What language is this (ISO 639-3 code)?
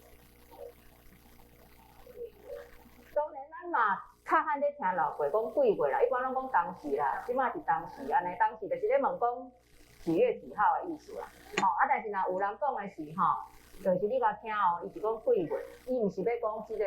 nan